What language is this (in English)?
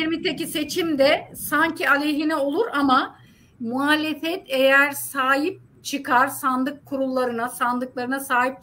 Turkish